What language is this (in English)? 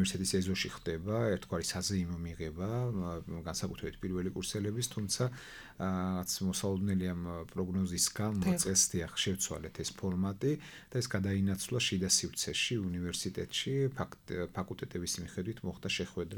Georgian